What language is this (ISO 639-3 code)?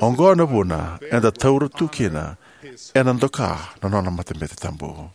fij